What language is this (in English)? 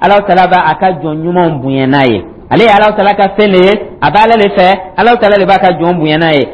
Dyula